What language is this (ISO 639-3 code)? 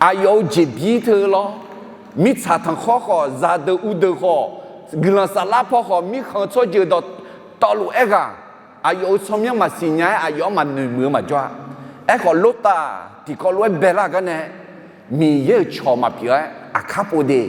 ahk